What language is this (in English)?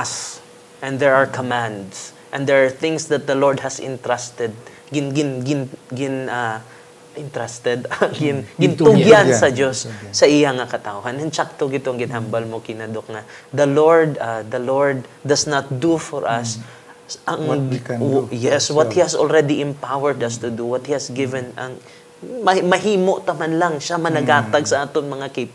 Hiligaynon